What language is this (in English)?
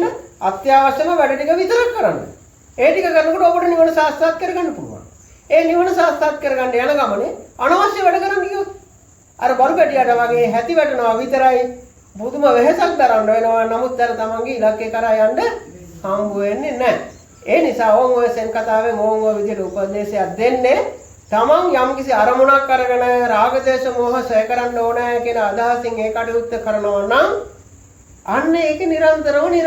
Sinhala